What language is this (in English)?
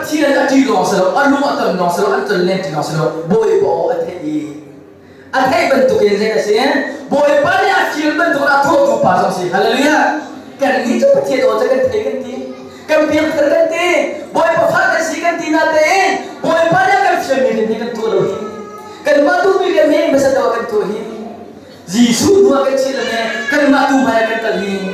Hakha Chin